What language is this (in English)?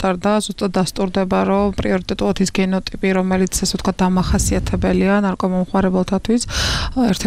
Georgian